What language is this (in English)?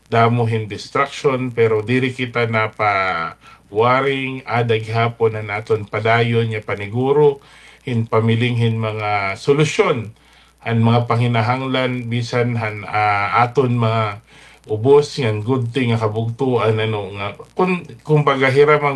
Waray